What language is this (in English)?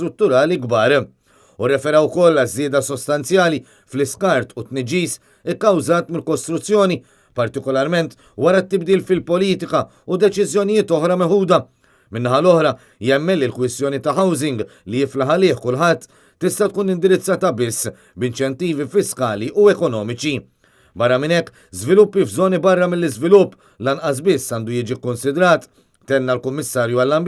Maltese